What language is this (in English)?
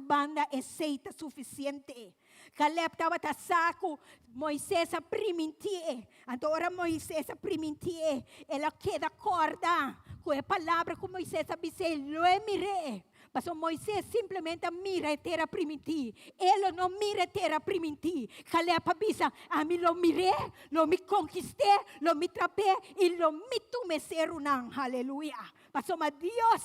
Papiamento